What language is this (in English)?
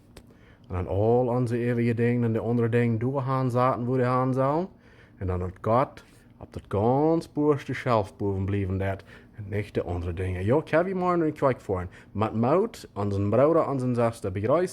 Plautdietsch